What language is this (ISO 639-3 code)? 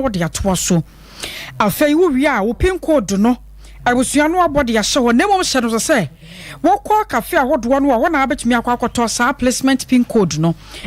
aka